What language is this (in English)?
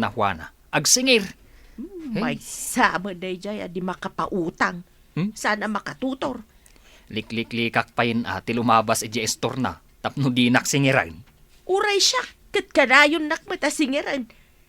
Iloko